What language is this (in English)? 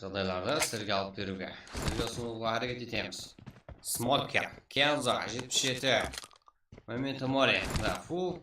Kara-Kalpak